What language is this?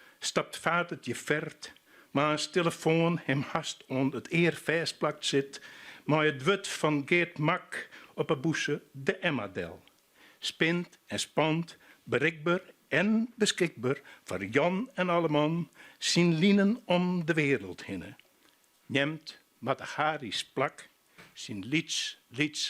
Western Frisian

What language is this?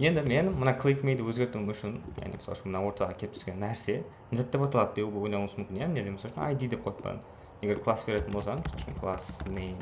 Kara-Kalpak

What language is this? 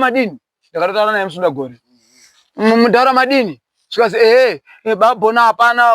Shona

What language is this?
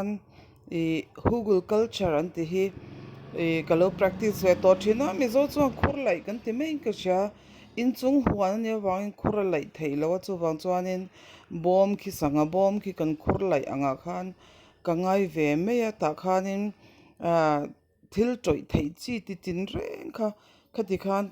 Mizo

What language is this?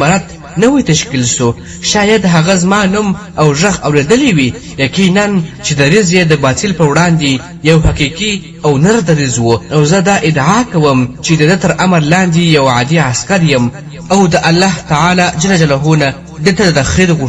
Pashto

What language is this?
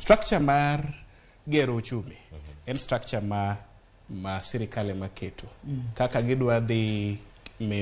Luo (Kenya and Tanzania)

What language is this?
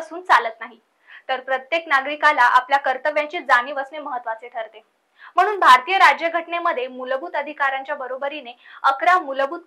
Marathi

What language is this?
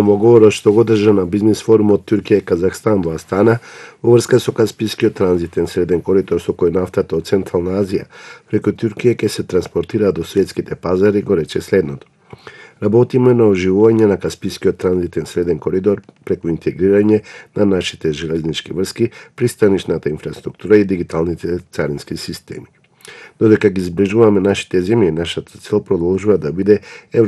Macedonian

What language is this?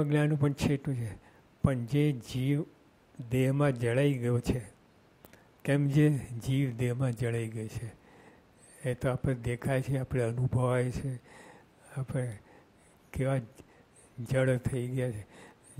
Gujarati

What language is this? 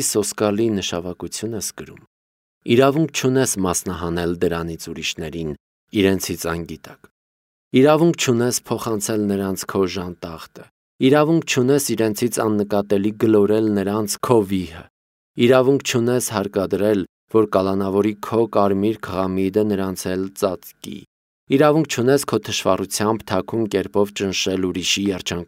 Armenian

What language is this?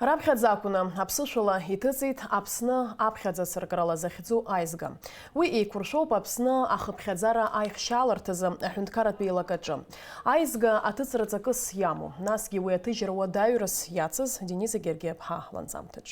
Abkhazian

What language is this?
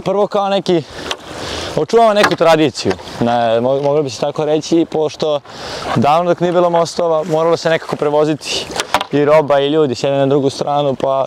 Bosnian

